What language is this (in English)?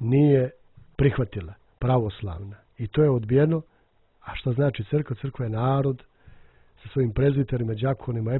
Serbian